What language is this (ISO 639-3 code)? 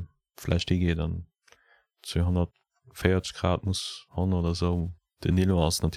ltz